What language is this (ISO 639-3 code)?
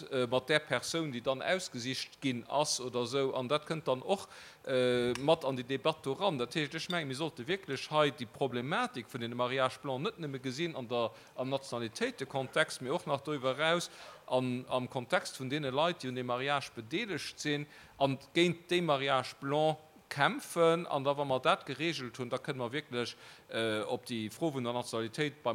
ltz